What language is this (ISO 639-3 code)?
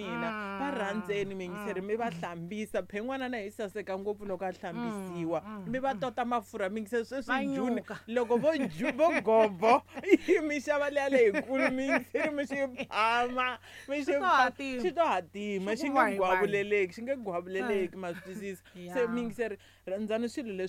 tso